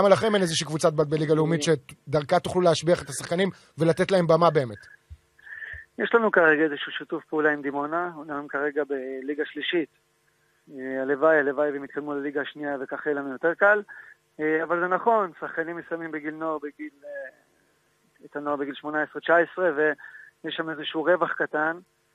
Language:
Hebrew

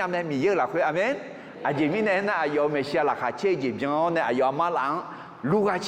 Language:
Akha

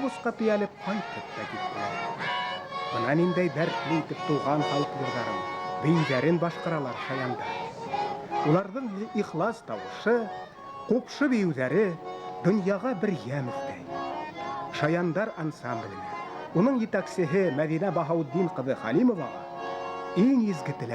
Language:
Bashkir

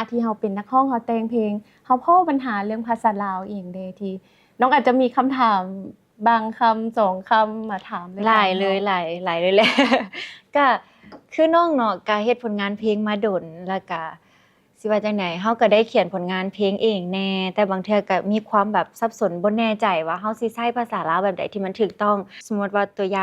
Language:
Lao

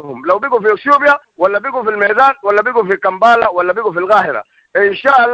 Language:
Sudanese Arabic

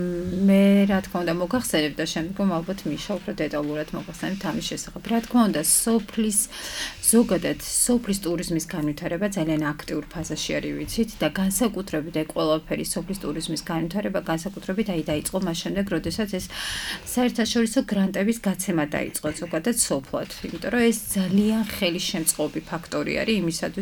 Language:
Georgian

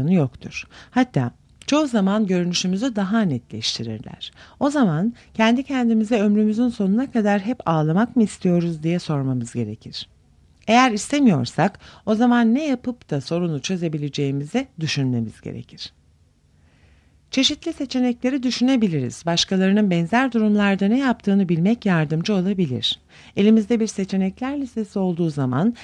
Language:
Turkish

